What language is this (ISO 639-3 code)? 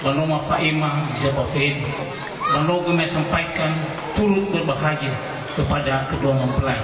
nia